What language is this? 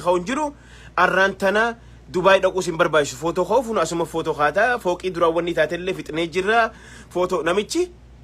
Oromo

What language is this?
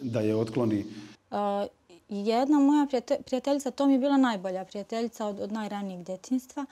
Bosnian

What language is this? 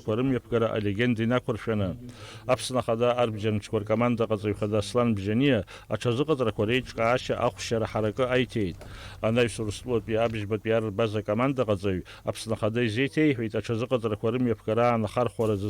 Abkhazian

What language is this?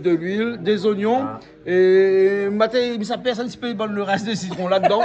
Réunion Creole French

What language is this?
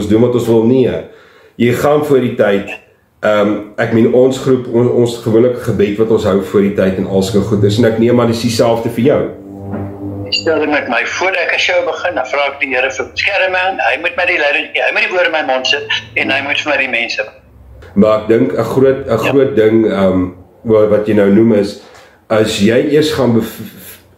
Afrikaans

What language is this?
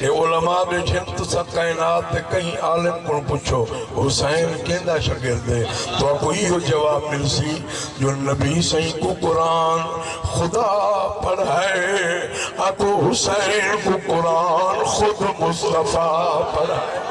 Saraiki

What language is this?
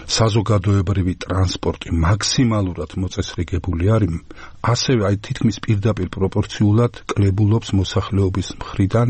Georgian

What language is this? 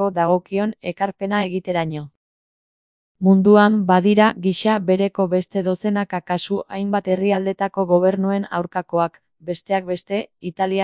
Basque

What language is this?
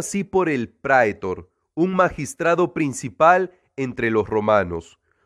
Spanish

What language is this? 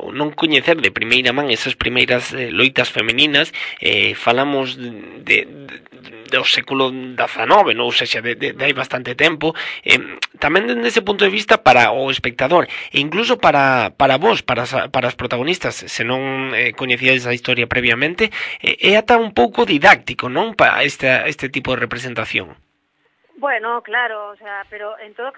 Galician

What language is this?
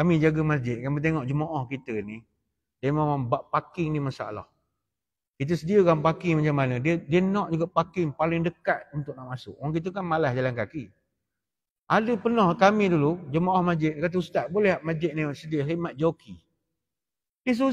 Malay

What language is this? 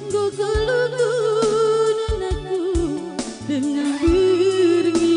Batak Karo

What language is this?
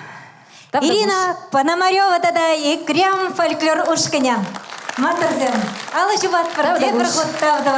Chuvash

